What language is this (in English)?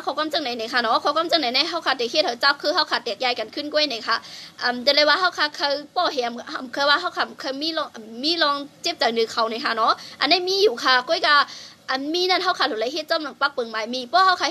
Shan